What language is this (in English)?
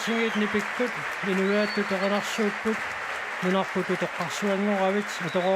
Kalaallisut